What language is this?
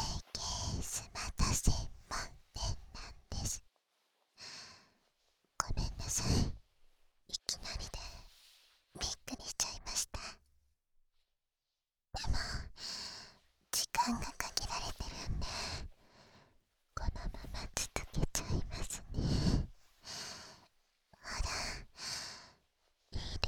Japanese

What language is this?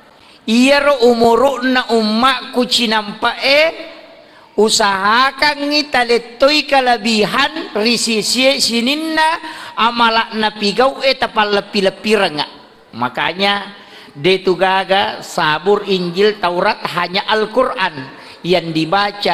Buginese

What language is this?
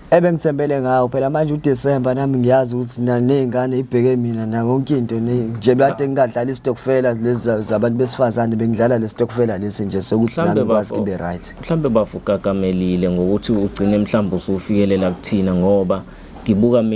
Zulu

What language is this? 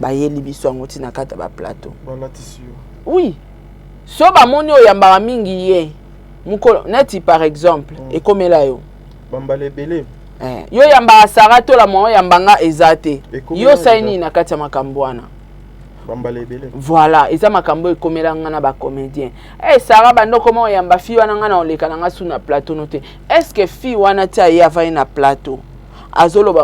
Lingala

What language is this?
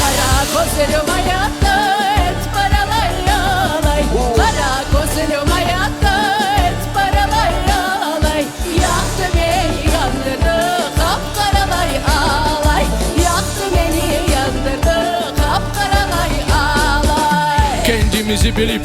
Crimean Tatar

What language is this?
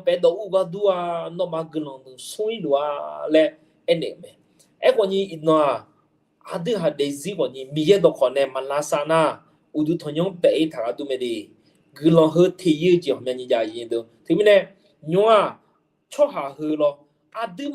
Akha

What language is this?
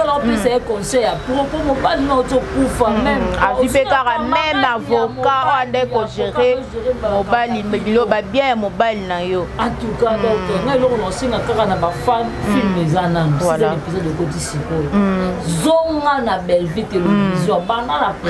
Lingala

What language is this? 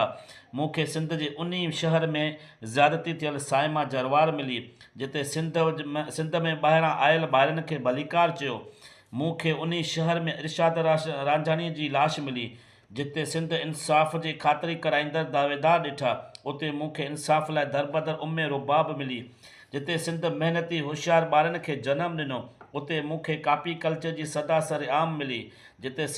Sindhi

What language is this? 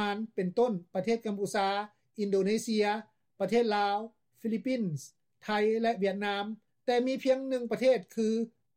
Lao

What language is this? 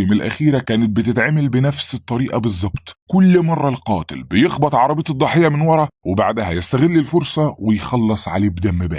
Egyptian Arabic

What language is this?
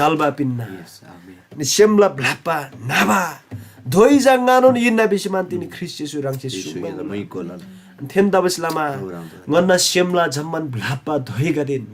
Eastern Tamang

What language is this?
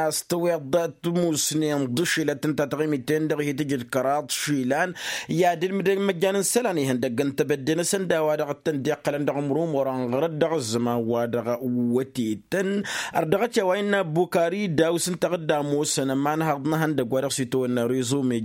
Tamasheq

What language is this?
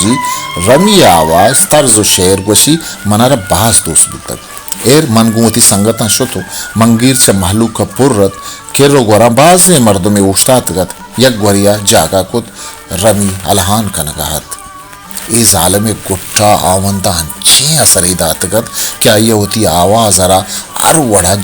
Baluchi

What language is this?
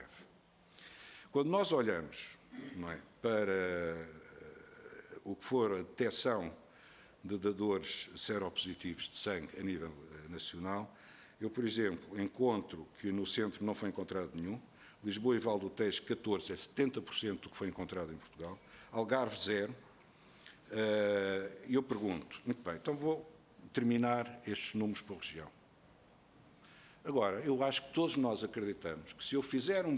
Portuguese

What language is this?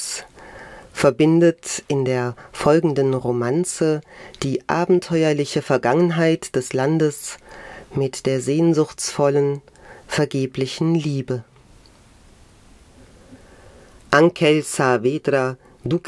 German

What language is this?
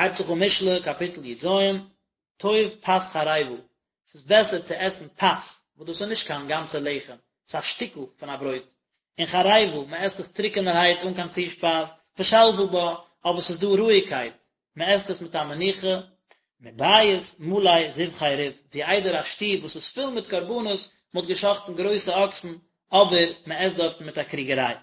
Yiddish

